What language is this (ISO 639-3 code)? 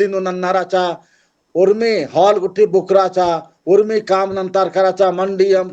kru